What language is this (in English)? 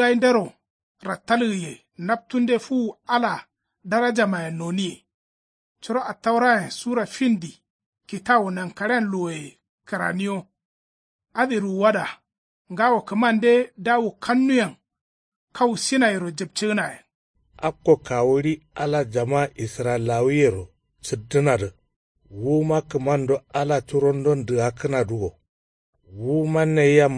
Kanuri